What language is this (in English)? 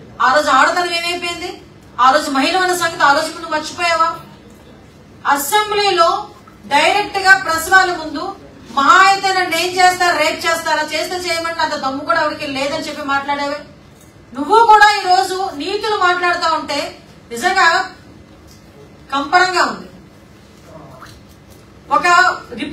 Telugu